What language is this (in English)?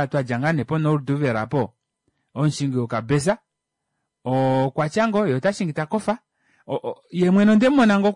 Kuanyama